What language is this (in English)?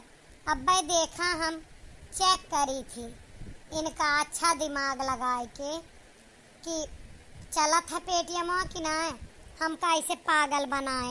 Awadhi